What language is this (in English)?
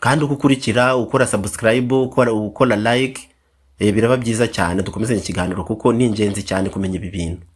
Kinyarwanda